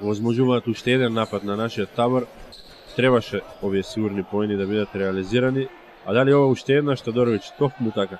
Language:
Macedonian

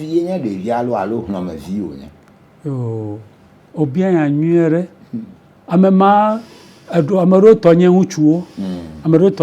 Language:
Ewe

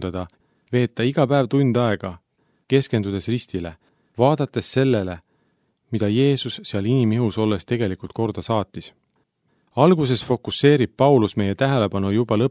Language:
Estonian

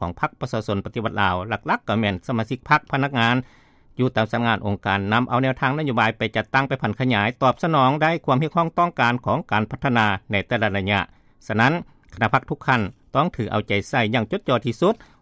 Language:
Lao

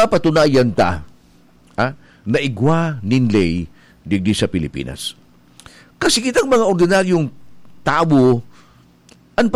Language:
Bikol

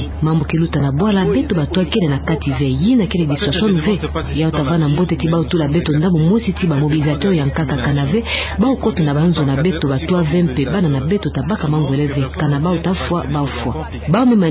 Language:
Kituba (Democratic Republic of Congo)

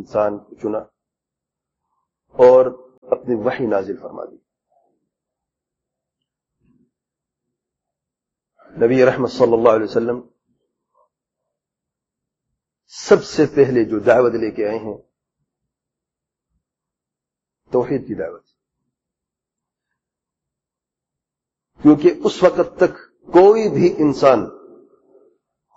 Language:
Urdu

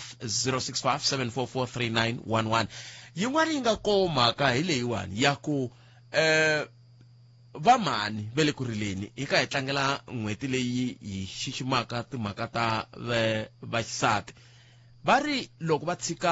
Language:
Tsonga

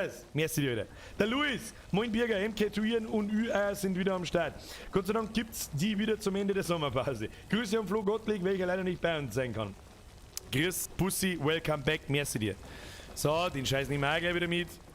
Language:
Bavarian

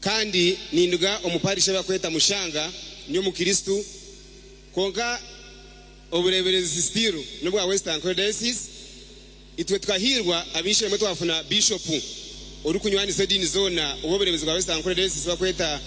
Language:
Nyankole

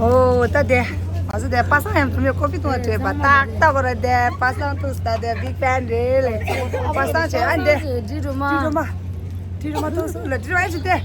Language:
Tibetan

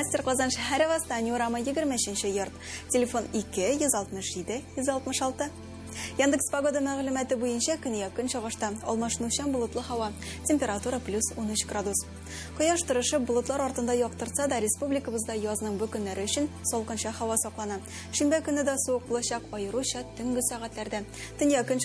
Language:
Tatar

